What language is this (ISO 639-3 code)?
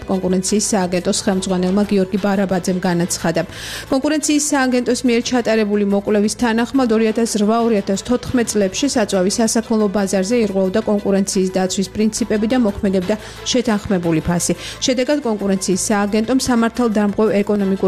kat